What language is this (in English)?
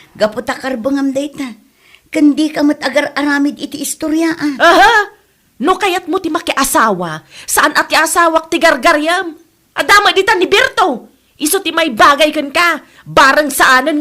Iloko